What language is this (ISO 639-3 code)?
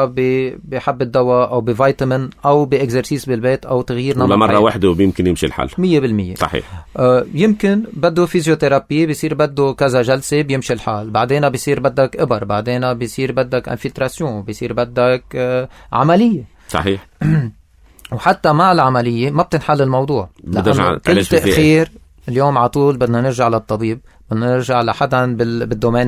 apc